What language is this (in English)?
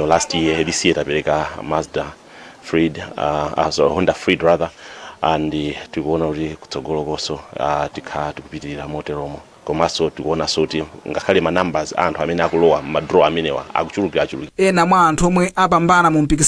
Nyanja